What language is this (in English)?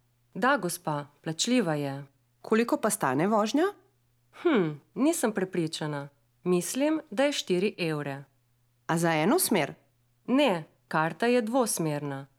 Slovenian